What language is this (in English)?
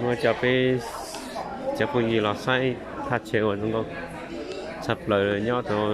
Hmong